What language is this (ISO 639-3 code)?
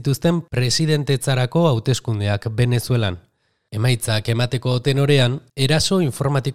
eus